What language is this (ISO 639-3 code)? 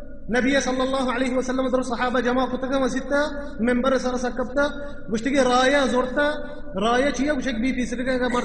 bal